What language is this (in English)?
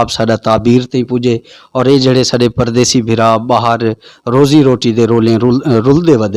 Saraiki